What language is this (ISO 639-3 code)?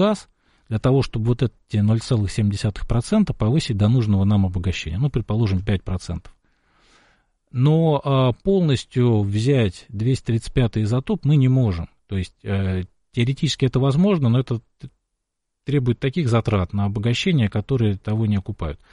rus